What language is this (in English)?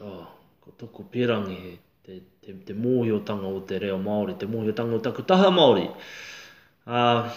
Māori